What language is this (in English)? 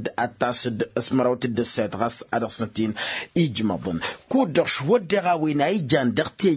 Tamasheq